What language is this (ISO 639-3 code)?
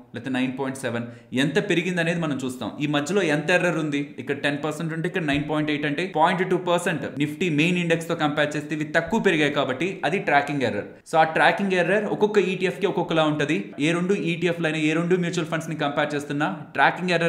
tel